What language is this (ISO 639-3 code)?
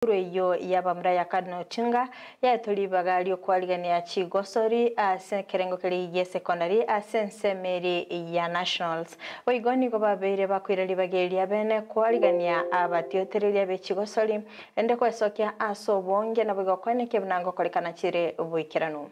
guz